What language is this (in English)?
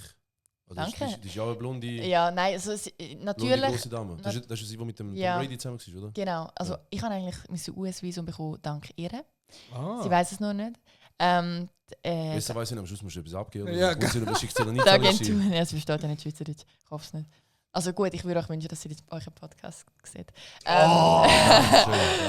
Swiss German